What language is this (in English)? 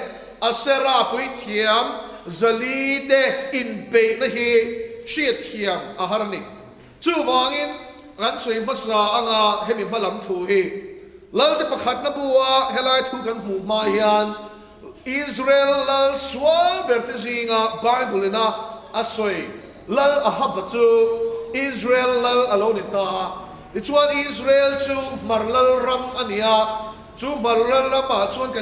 Mizo